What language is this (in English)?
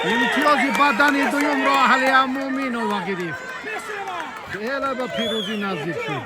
Tajik